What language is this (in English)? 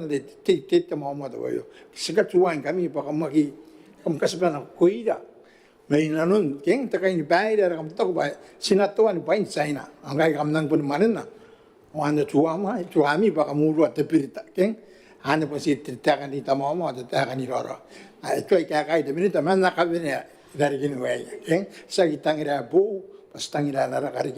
Gilbertese